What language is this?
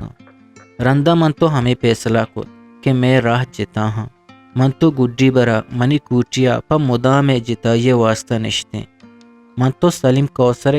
Eastern Balochi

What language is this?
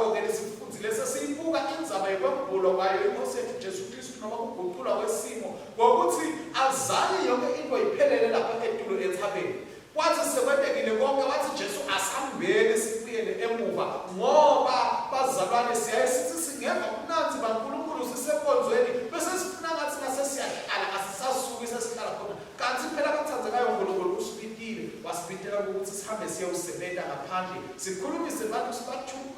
Swati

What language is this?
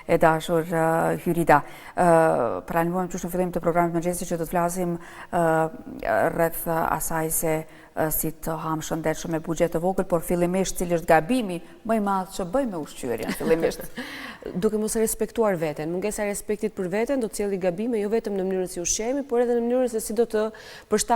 Albanian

